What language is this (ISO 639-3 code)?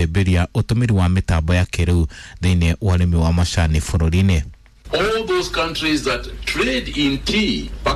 kik